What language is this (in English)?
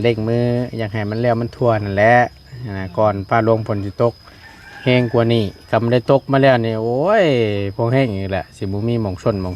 Northeastern Thai